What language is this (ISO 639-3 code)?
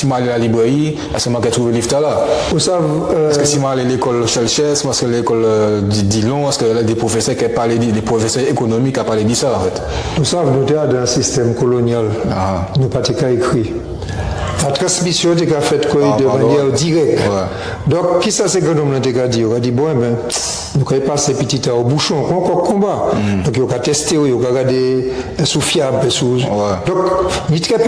gcf